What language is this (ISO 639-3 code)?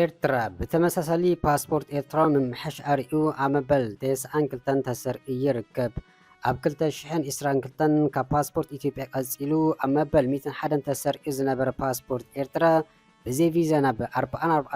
tir